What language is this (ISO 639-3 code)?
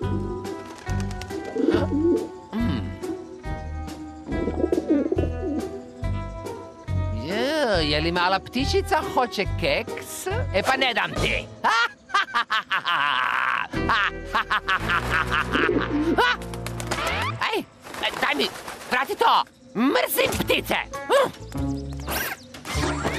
hrv